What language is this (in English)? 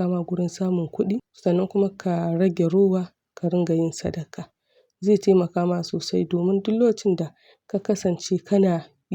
Hausa